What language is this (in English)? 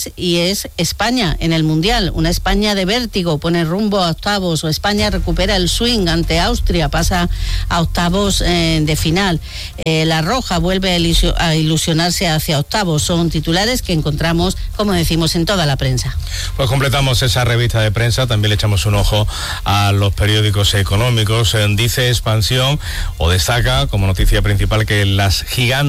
Spanish